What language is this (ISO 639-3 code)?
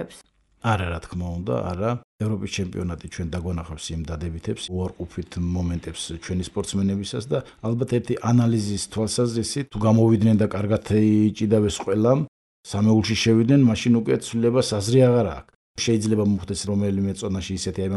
kat